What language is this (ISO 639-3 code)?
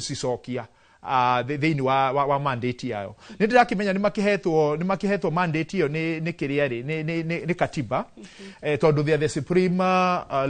kik